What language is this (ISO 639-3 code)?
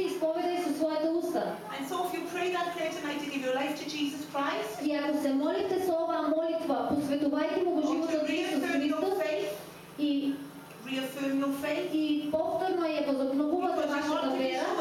mkd